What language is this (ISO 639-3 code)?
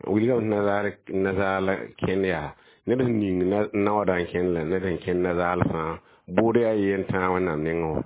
mos